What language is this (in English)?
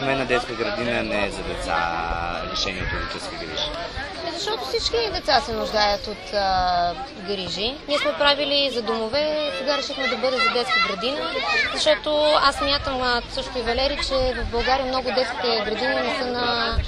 Bulgarian